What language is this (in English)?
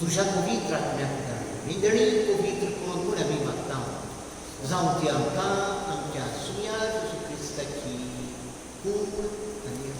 Konkani